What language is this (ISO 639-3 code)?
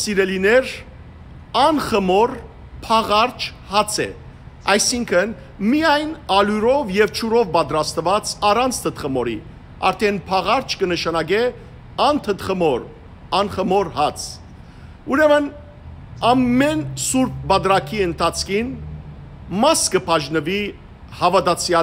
hyw